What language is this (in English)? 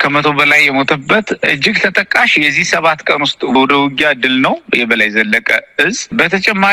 Amharic